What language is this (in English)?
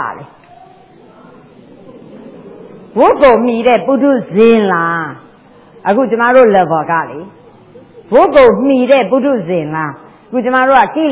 Burmese